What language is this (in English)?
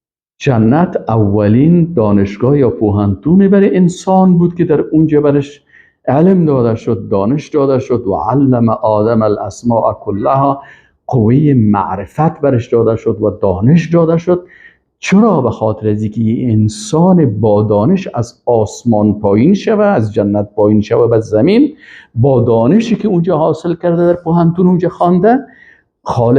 Persian